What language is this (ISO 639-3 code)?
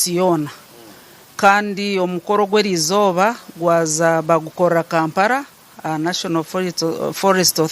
nyn